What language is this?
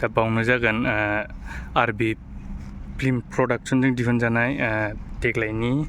Bodo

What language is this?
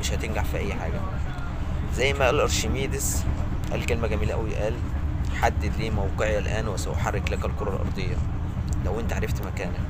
Egyptian Arabic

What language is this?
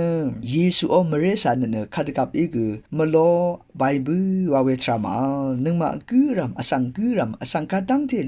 Rawang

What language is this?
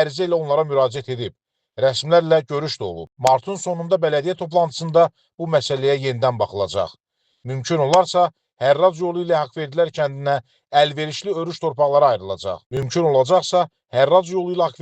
Azerbaijani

